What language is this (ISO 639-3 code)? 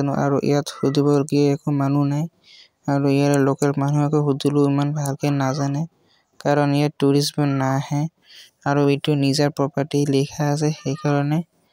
asm